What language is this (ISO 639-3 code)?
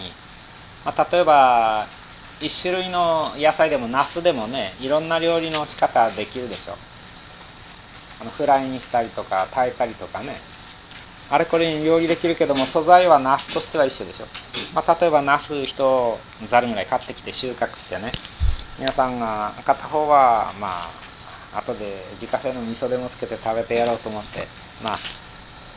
jpn